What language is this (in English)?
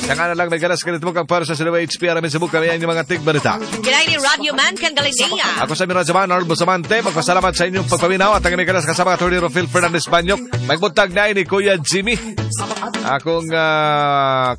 Cebuano